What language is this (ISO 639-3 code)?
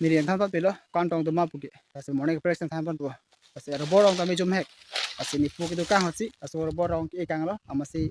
mjw